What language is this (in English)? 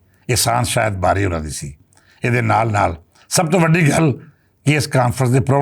Western Panjabi